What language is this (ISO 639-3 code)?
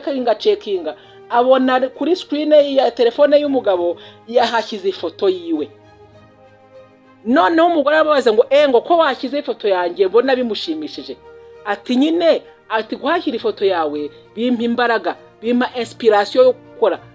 kin